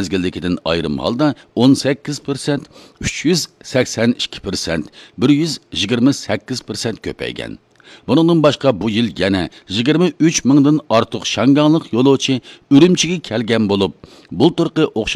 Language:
Uyghur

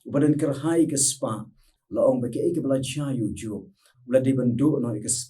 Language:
Khasi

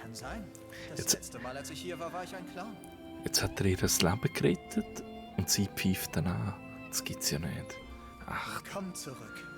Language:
Swiss German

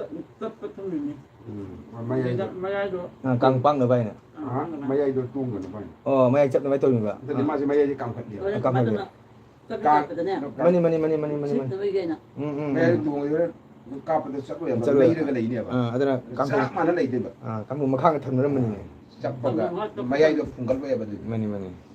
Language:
Manipuri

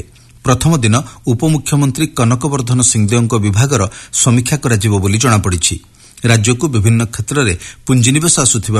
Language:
Odia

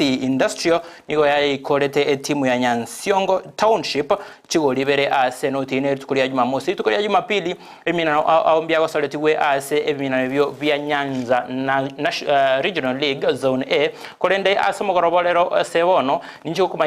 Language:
Gusii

